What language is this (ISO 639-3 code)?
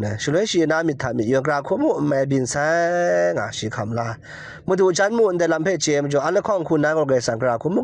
kac